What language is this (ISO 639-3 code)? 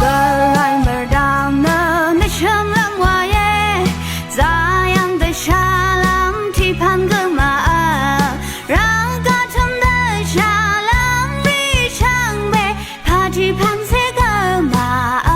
raw